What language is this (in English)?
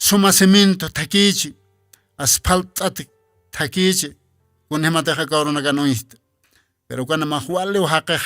Aymara